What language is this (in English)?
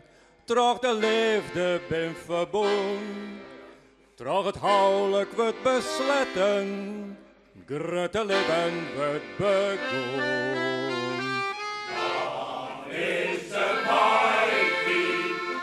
Western Frisian